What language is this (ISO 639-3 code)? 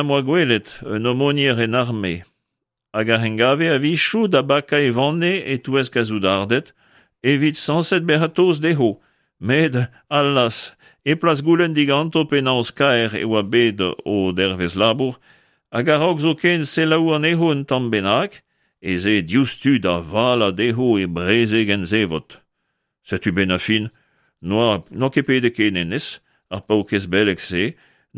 bre